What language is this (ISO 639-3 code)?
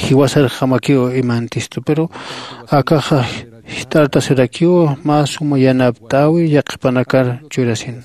aym